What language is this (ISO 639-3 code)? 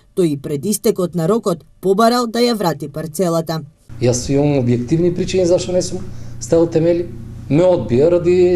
mkd